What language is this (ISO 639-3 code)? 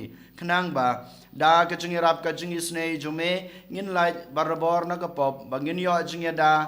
kha